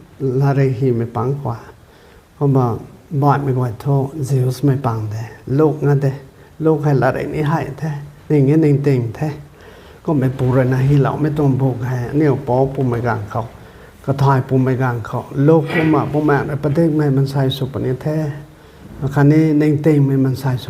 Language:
Rongmei Naga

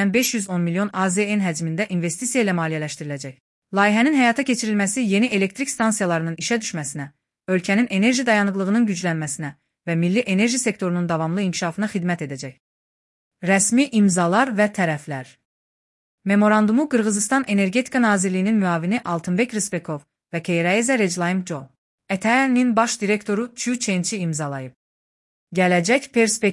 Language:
Azerbaijani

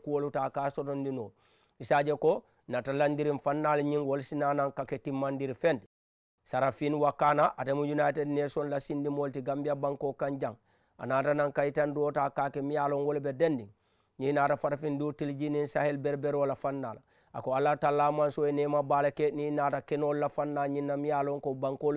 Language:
Mandingo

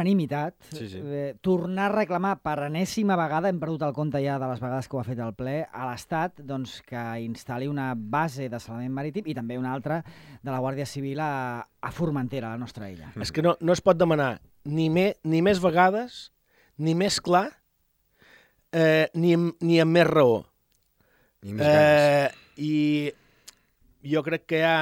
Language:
Catalan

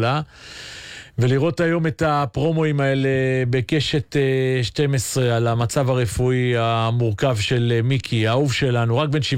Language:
Hebrew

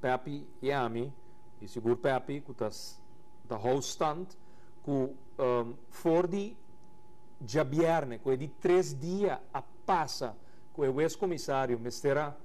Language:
Papiamento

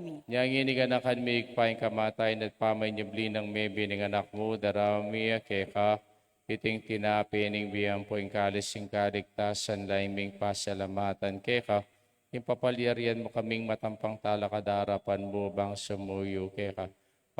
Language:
Pampanga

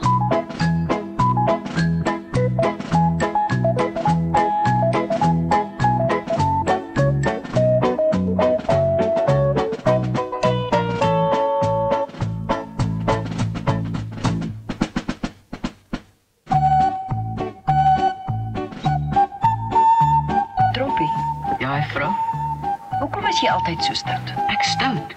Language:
Afrikaans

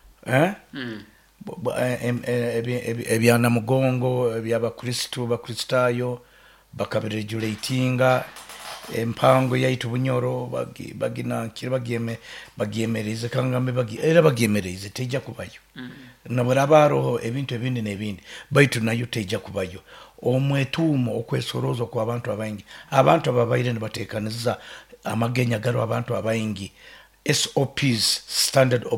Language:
Nyoro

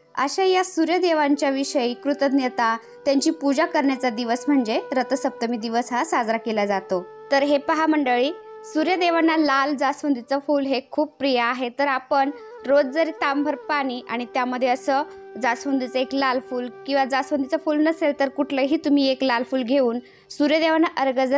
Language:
Marathi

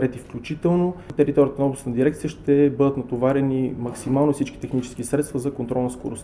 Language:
Bulgarian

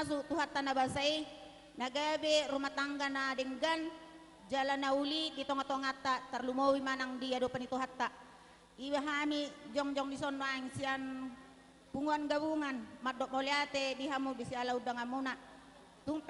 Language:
Batak Toba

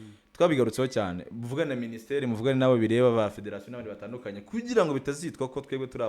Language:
Kinyarwanda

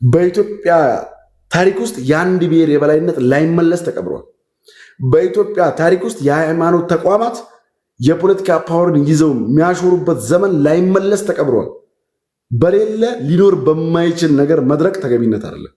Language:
Amharic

